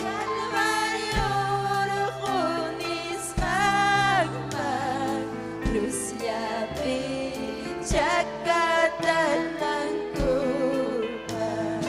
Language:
Ayacucho Quechua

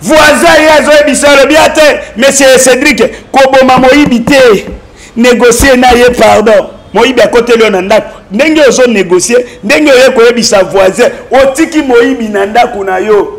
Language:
Lingala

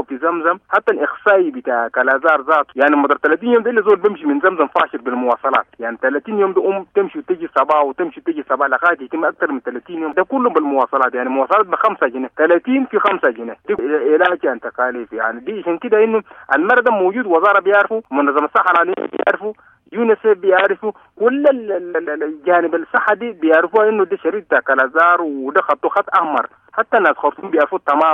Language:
Sudanese Arabic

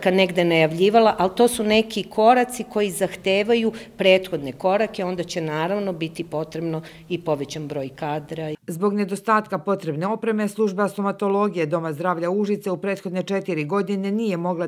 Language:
Serbian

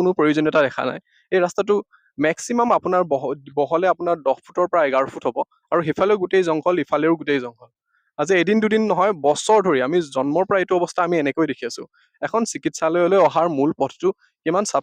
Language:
Assamese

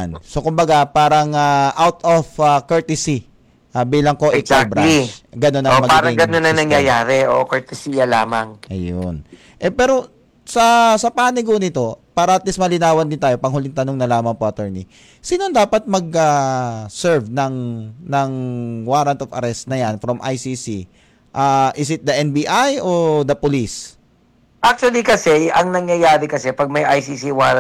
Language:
Filipino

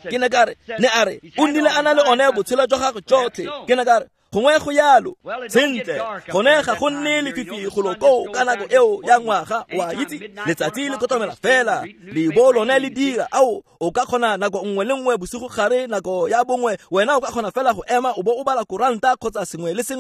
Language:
Tswana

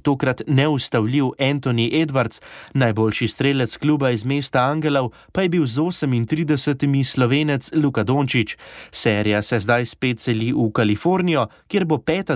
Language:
Slovenian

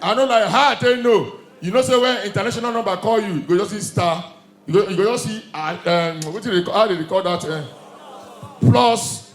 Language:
Nigerian Pidgin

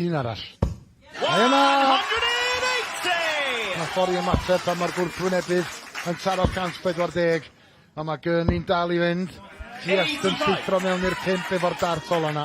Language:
Welsh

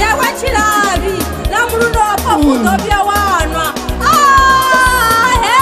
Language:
Venda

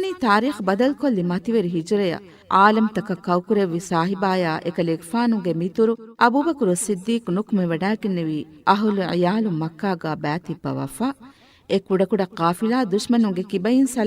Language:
Divehi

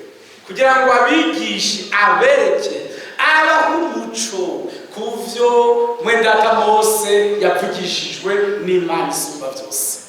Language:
Rundi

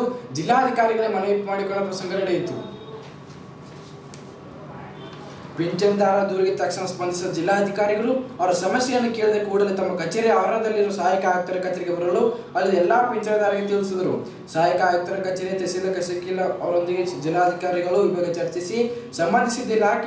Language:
Kannada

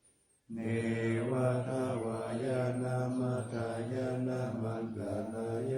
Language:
Pali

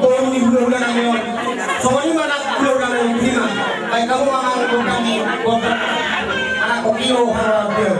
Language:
Batak Toba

